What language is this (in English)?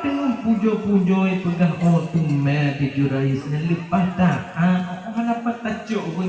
Achinese